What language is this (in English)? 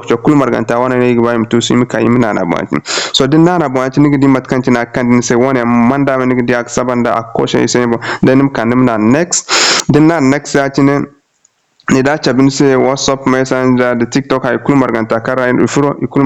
Zarma